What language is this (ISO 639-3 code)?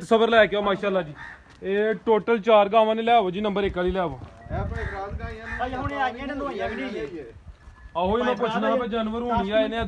pan